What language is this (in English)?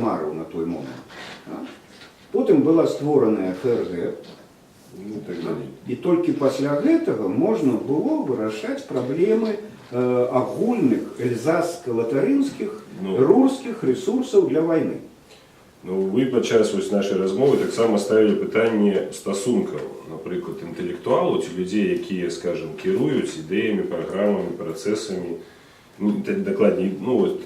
Belarusian